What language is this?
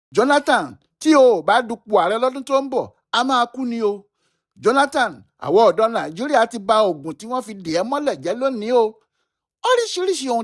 Yoruba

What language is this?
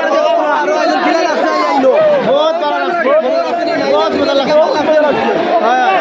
Sylheti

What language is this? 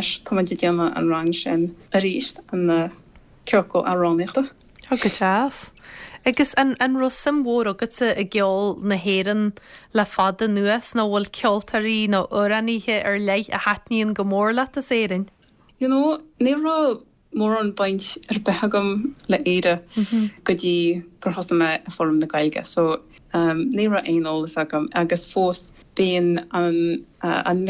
Irish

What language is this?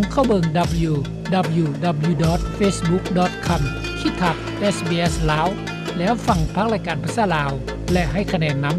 Lao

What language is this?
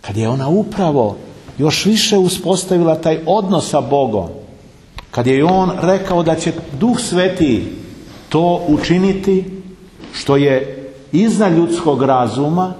Serbian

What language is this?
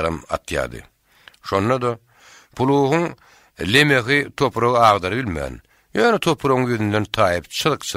Turkmen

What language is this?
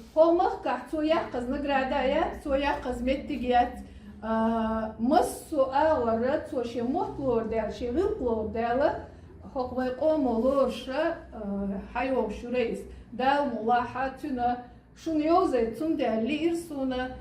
Chechen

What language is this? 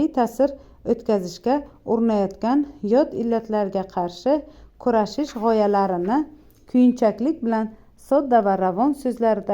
Uzbek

